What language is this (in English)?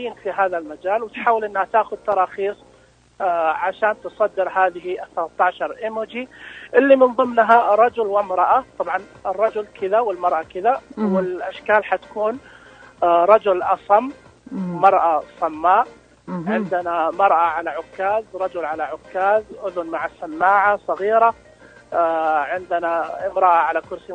Najdi Arabic